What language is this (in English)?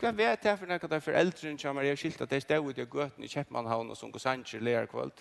Faroese